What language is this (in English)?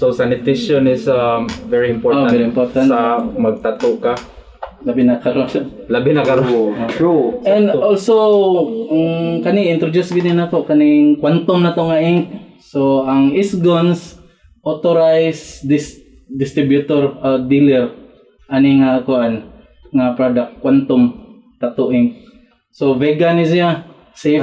Cebuano